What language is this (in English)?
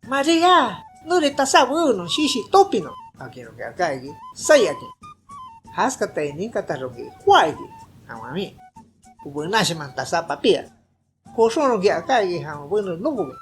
Shipibo-Conibo